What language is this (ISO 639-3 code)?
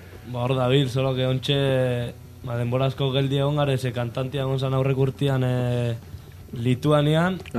eus